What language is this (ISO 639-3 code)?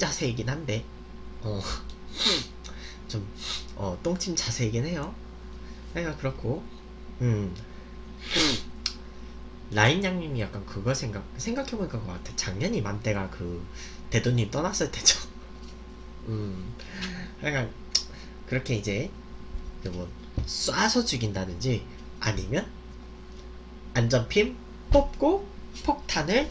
kor